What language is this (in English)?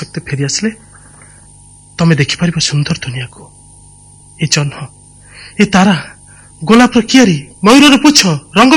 Odia